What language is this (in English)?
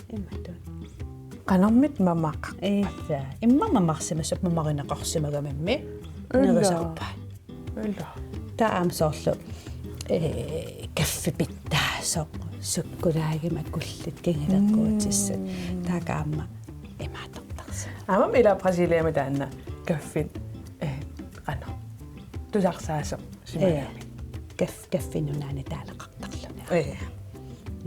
Kalaallisut